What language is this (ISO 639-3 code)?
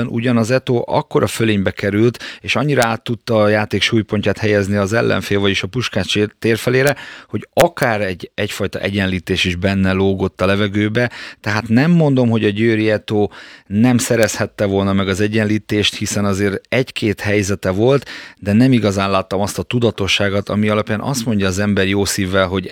hun